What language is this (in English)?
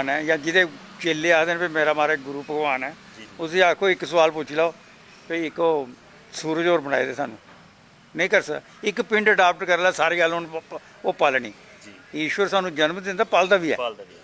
Dogri